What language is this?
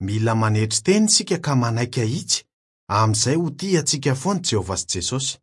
Malagasy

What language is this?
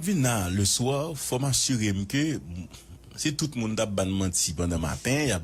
Haitian Creole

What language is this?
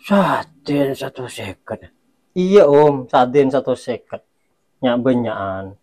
Madurese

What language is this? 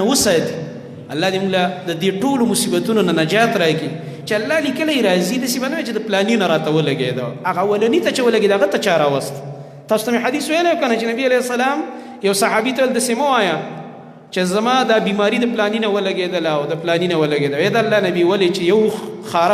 Pashto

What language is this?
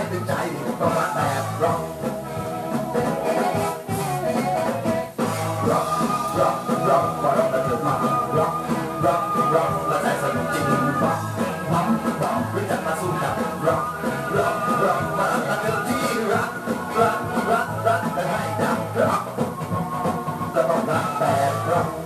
Thai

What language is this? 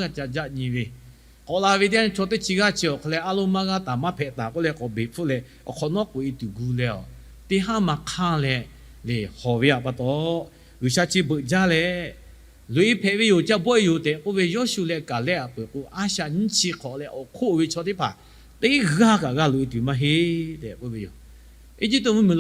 Lahu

